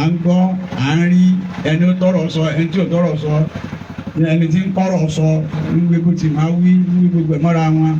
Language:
Yoruba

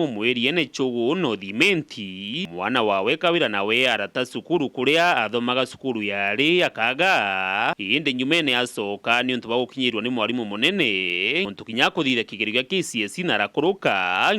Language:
Meru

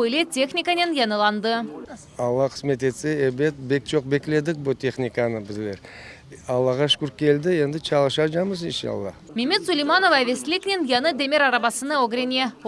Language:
Crimean Tatar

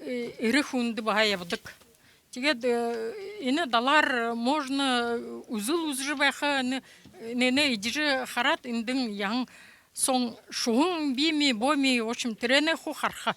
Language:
Buriat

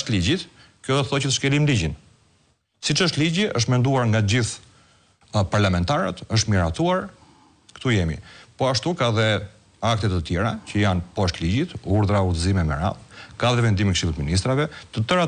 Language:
Albanian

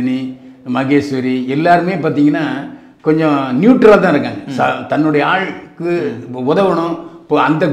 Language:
Tamil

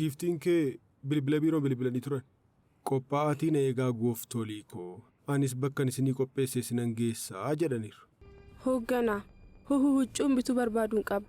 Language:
Oromo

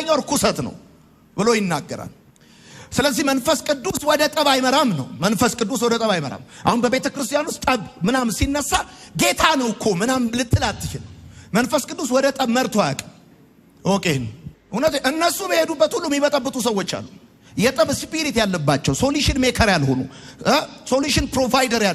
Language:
Amharic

